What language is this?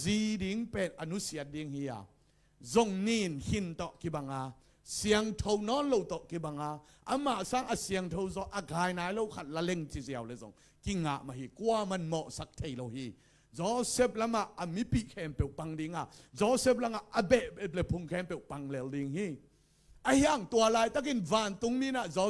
Tedim Chin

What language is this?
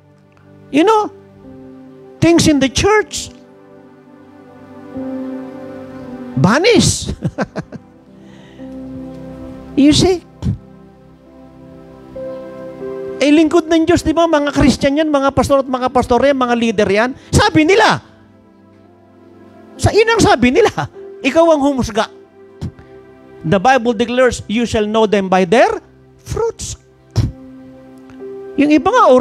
Filipino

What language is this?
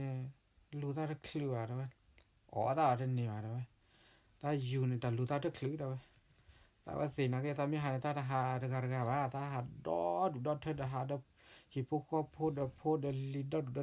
S'gaw Karen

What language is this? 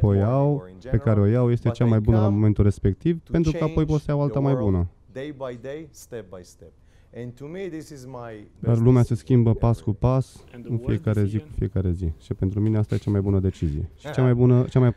Romanian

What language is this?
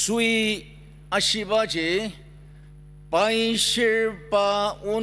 Ao Naga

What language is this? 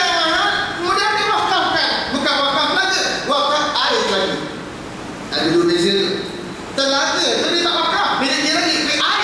Malay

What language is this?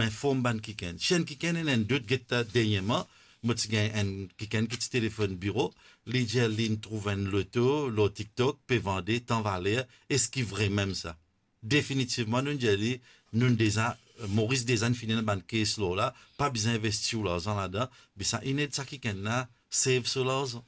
Morisyen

